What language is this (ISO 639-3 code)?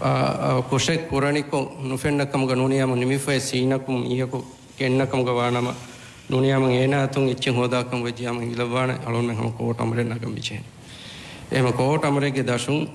div